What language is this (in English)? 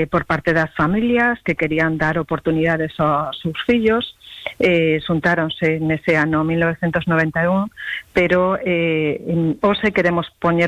Galician